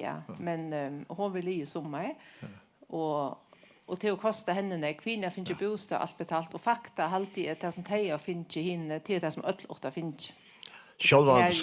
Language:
Faroese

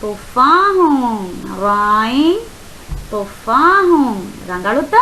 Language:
Divehi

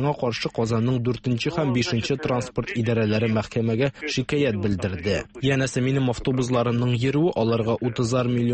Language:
Tatar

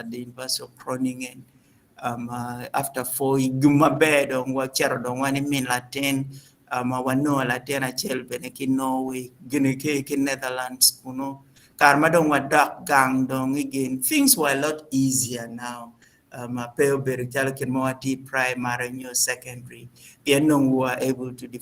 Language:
Acoli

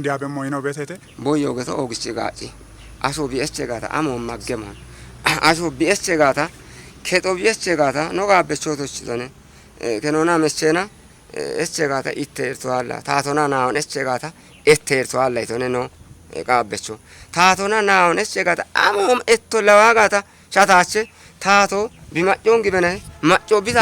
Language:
Kafa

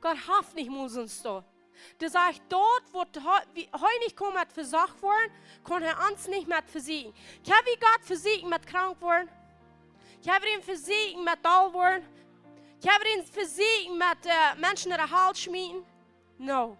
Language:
Plautdietsch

